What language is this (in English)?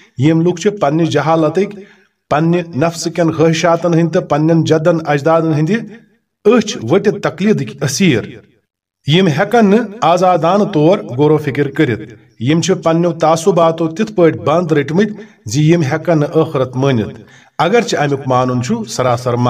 Kashmiri